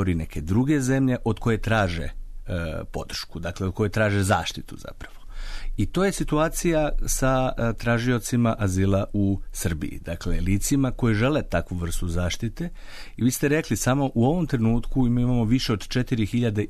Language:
Serbian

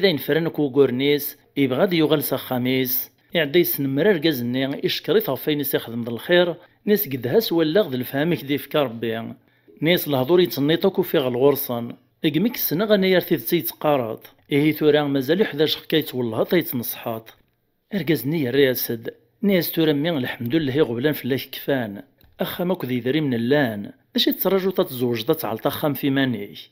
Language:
Kabyle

